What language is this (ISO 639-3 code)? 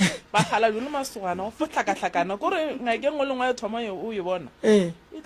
nso